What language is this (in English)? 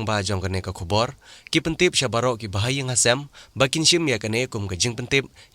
Khasi